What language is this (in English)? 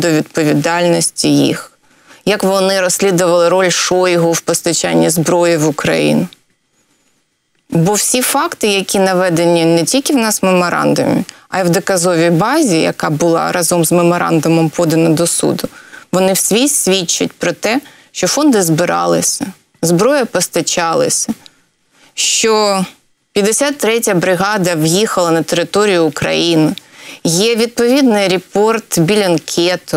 Ukrainian